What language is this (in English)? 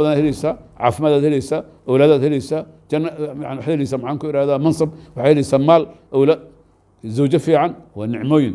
Somali